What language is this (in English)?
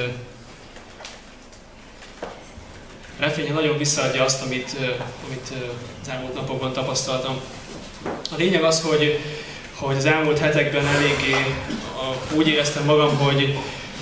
Hungarian